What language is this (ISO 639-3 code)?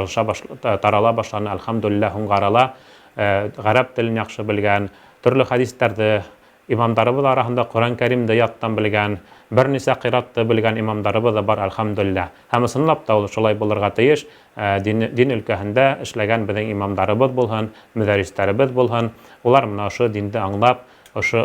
bak